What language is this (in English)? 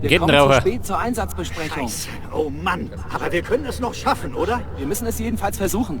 Bavarian